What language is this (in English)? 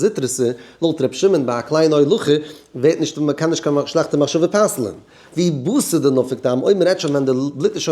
Yiddish